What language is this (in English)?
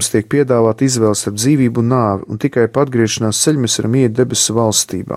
Latvian